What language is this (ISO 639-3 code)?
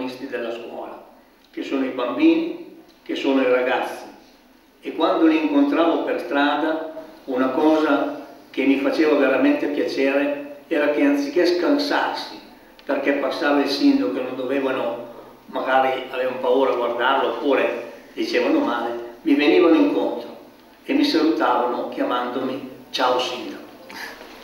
ita